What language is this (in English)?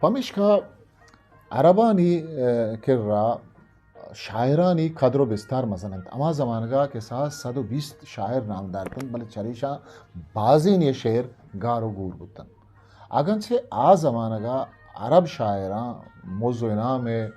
Eastern Balochi